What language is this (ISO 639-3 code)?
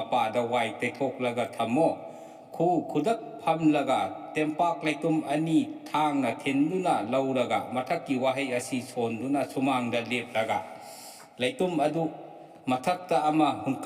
mni